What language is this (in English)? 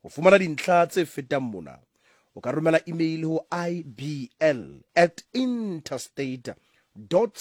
Southern Sotho